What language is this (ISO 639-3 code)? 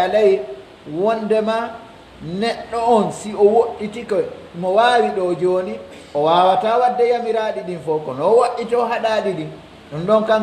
fuf